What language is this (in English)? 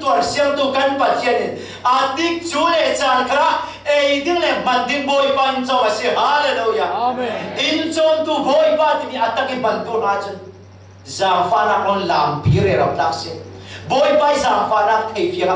Falam Chin